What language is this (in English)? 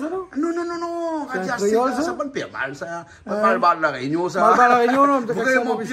Réunion Creole French